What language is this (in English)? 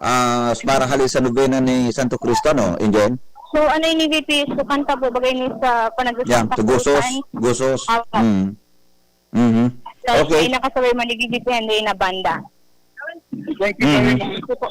Bikol